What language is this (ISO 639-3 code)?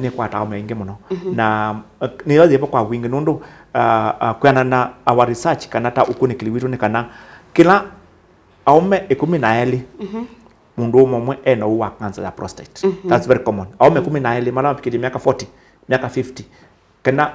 kam